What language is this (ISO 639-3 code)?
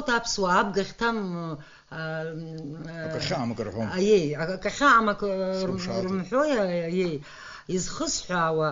abk